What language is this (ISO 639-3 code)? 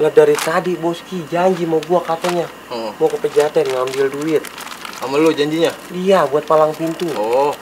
bew